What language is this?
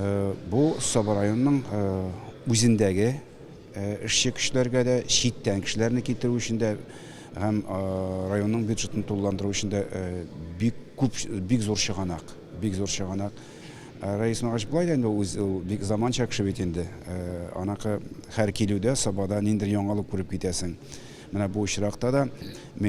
Tatar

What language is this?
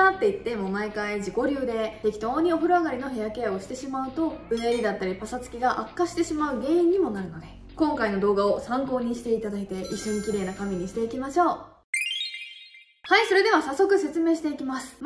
Japanese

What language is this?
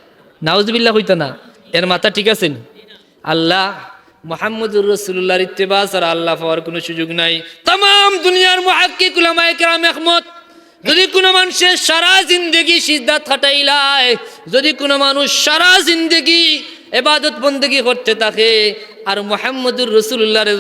Sylheti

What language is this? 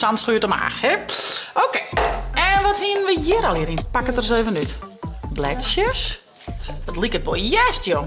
Western Frisian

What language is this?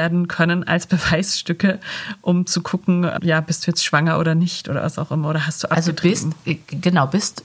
German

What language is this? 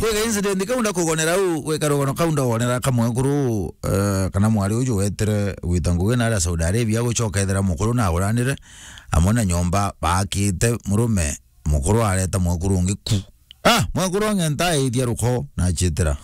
Meru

